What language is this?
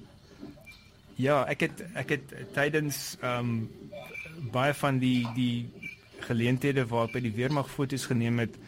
Afrikaans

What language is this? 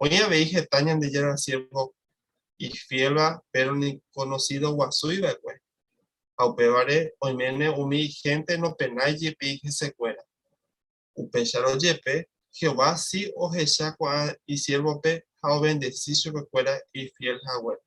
Guarani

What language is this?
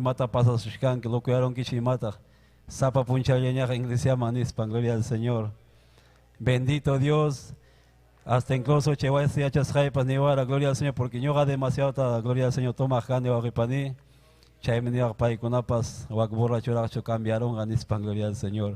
Ayacucho Quechua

